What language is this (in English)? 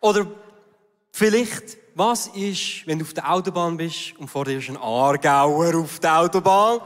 Swiss German